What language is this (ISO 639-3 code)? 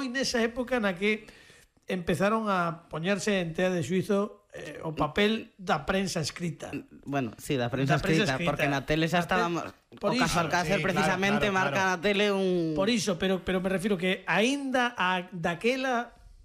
glg